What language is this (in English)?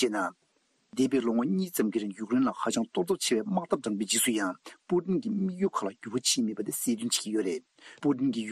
Tibetan